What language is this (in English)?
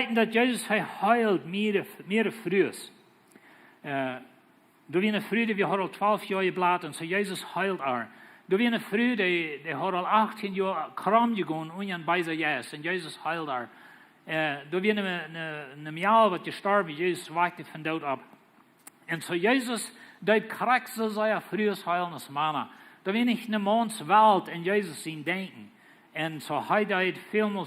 Plautdietsch